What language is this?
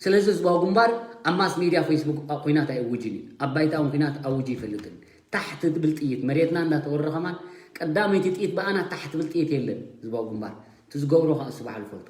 Tigrinya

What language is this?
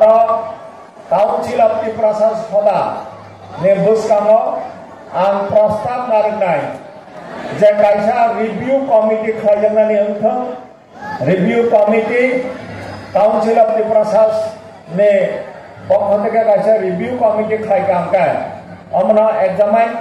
Riang (India)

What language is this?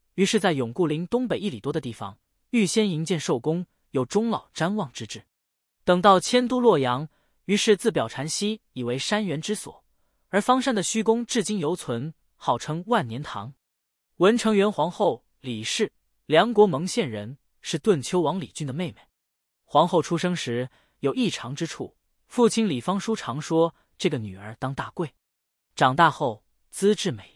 Chinese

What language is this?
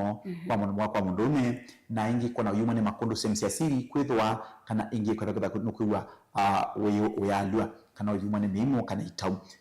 Kamba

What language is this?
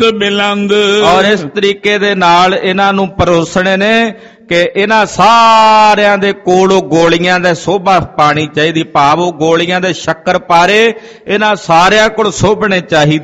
Punjabi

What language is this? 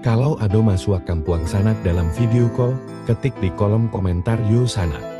Minangkabau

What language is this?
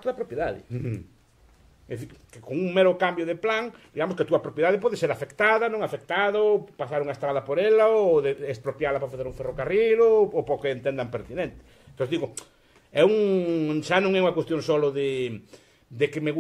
Galician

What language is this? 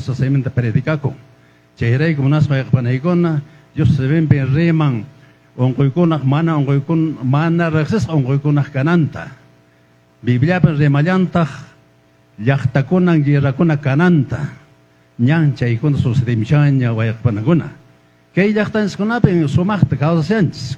Quechua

